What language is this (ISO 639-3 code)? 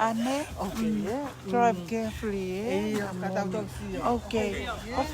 ton